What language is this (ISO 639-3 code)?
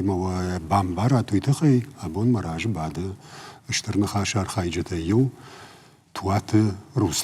oss